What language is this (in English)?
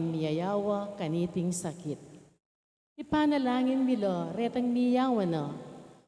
Pampanga